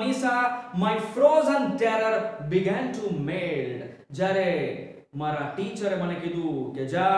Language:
Gujarati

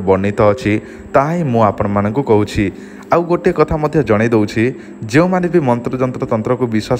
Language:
Odia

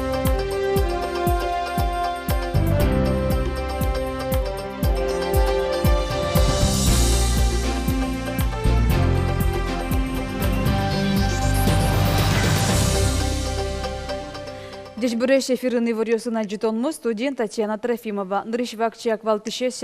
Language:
Udmurt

